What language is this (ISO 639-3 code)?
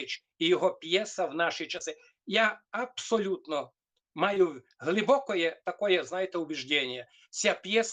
rue